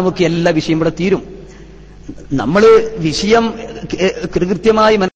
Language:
Malayalam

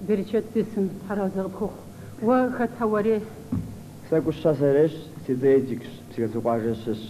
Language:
Kabardian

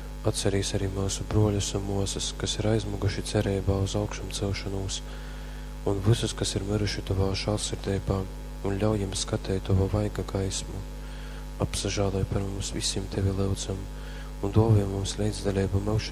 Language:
Latgalian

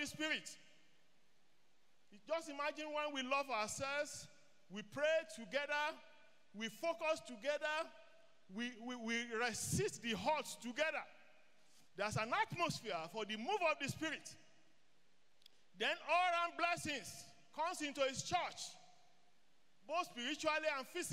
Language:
English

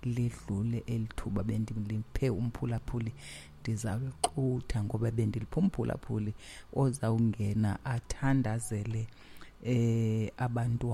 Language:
Xhosa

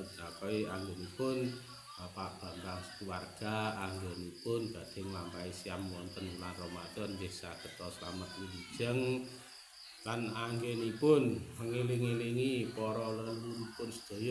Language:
Javanese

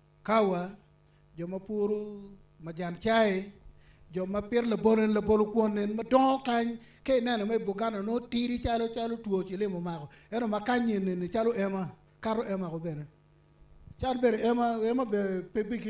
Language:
Acoli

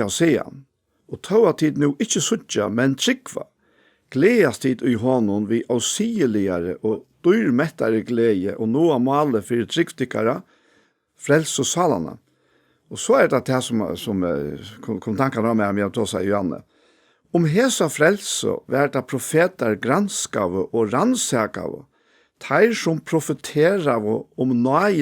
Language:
Faroese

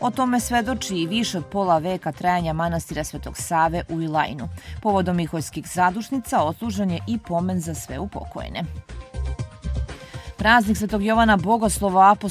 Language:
Serbian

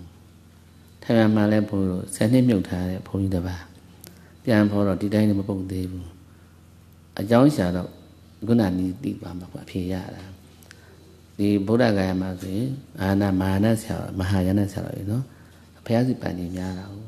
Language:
Burmese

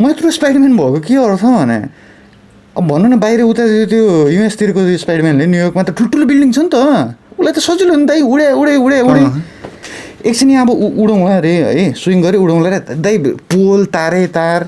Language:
Nepali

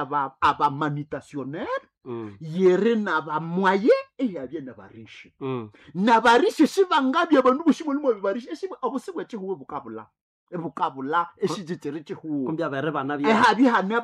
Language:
Nande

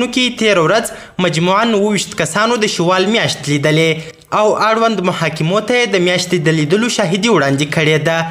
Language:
Pashto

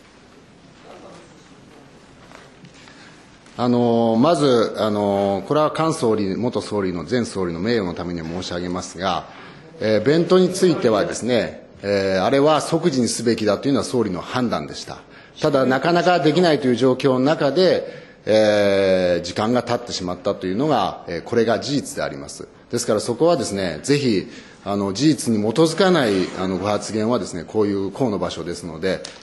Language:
Japanese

